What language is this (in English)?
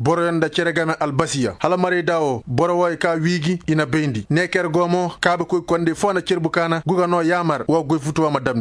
Koyraboro Senni